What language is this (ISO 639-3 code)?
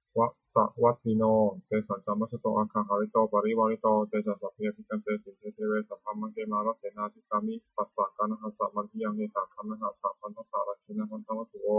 pli